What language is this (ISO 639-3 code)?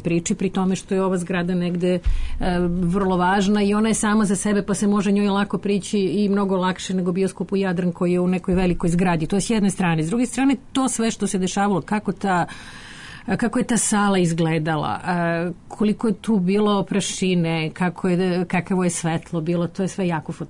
srp